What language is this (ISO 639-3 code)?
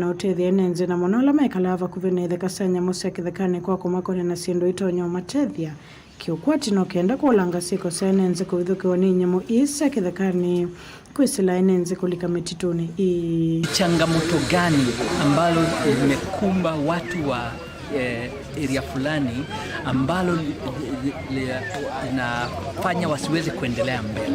kam